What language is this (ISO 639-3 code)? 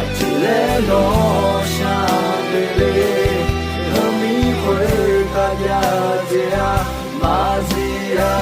ahk